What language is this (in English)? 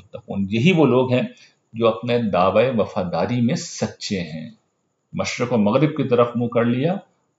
Urdu